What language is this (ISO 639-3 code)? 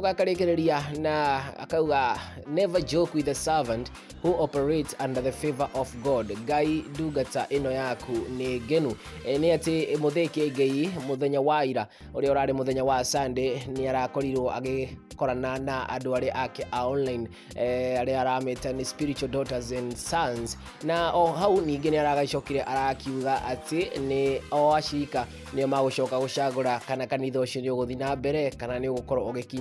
kik